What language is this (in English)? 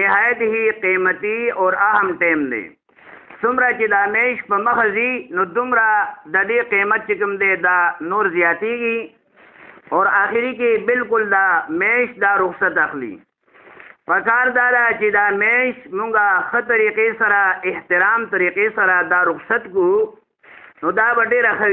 Pashto